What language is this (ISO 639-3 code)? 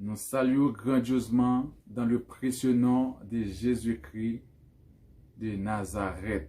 hat